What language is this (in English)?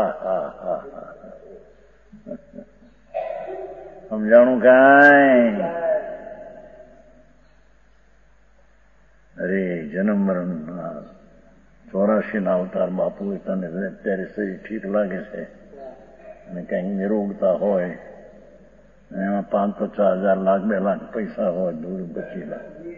Gujarati